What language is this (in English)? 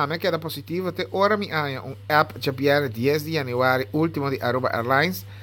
Papiamento